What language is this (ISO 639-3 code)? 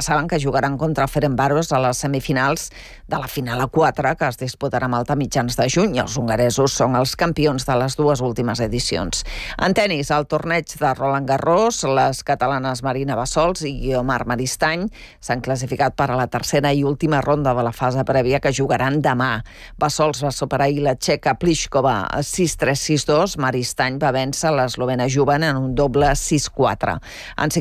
cat